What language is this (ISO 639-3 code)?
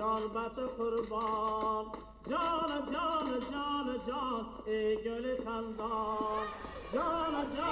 tgk